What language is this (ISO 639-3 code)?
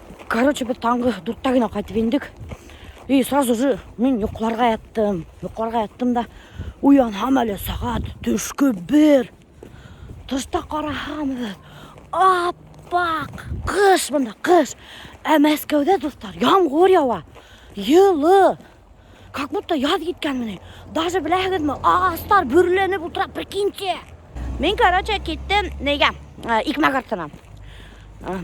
bak